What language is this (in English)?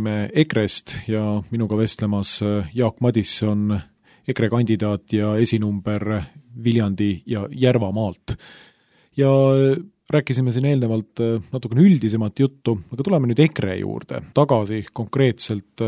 Estonian